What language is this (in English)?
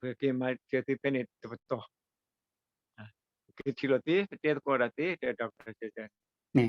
S'gaw Karen